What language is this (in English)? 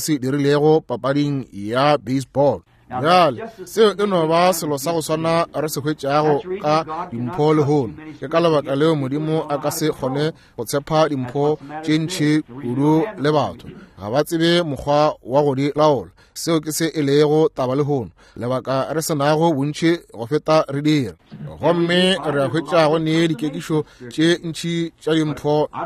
Northern Sotho